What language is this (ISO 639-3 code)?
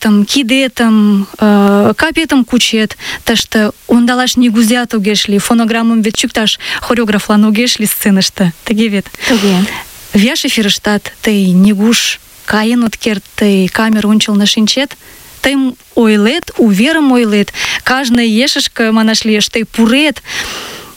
chm